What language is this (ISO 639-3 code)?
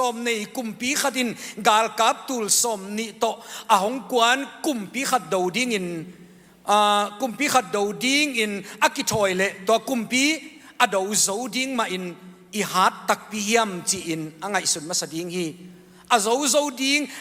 ctd